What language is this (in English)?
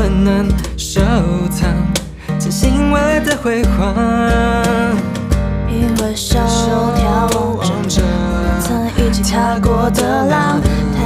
Chinese